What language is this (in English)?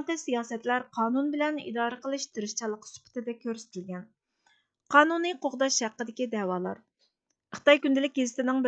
Uyghur